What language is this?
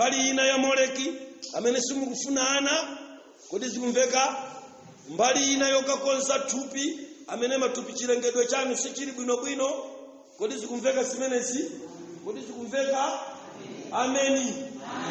Nyanja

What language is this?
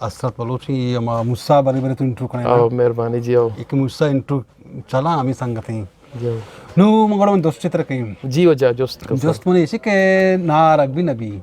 Eastern Balochi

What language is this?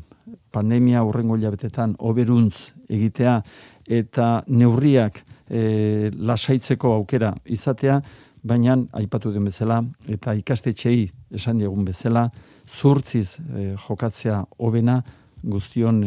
Basque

